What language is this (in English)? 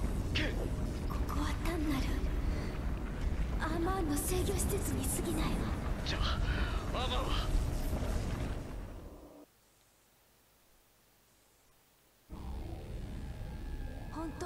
Japanese